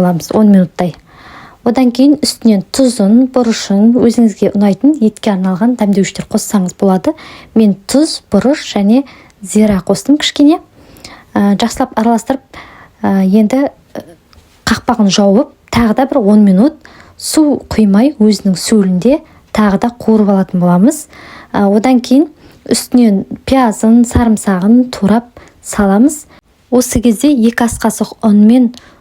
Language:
Kazakh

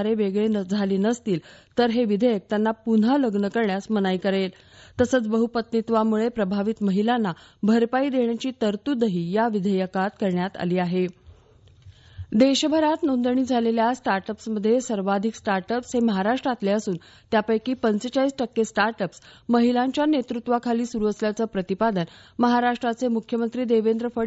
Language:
Marathi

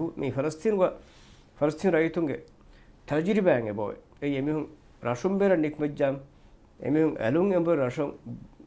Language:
Divehi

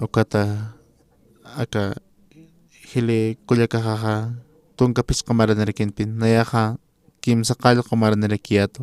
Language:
Aymara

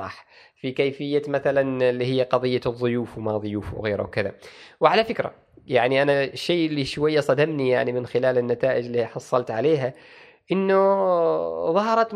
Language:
Gulf Arabic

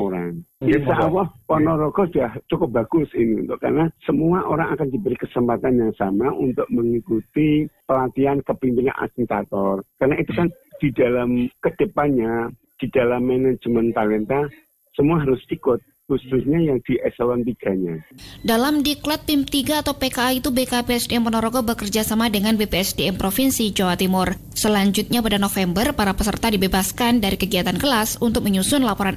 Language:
Indonesian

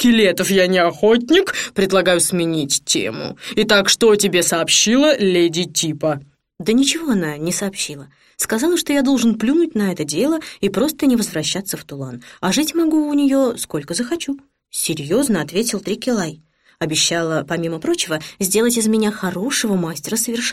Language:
Russian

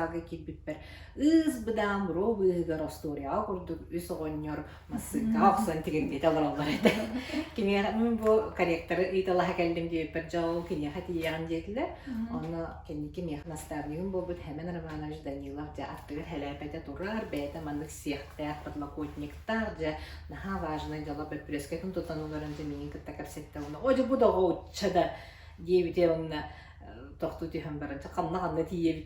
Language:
Yakut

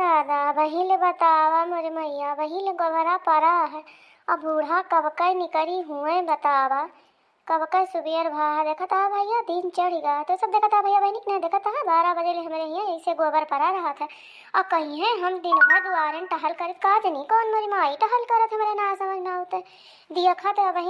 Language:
Awadhi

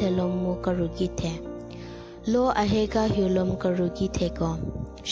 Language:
Southern Rengma Naga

